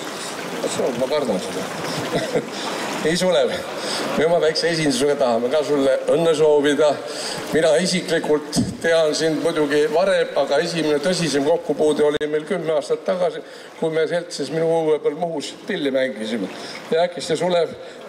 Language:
Estonian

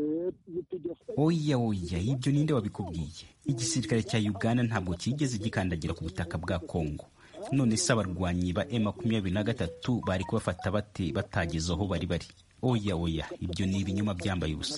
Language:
Kinyarwanda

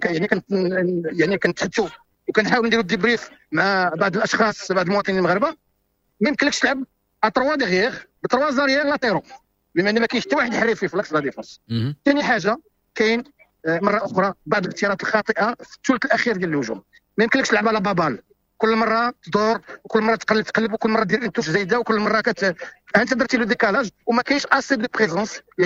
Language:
Moroccan Arabic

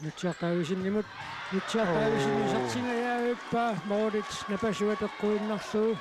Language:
Kalaallisut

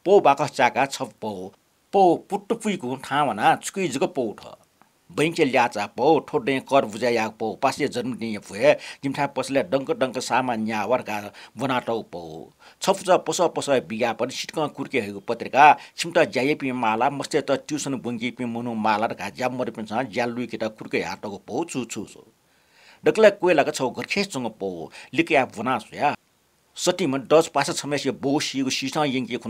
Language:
Newari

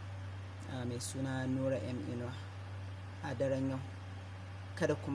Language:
Hausa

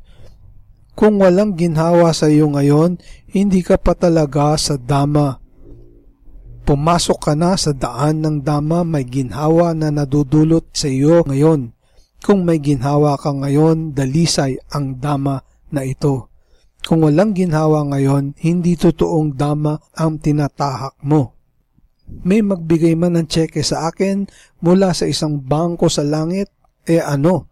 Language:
Filipino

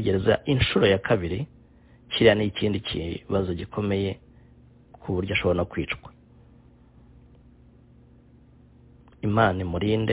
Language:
Kinyarwanda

